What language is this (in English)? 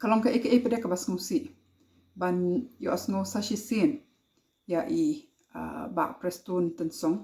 Khasi